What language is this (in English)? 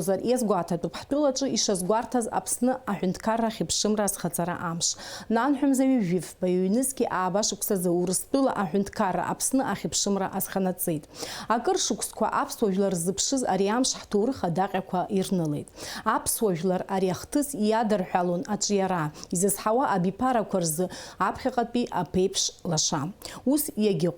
Abkhazian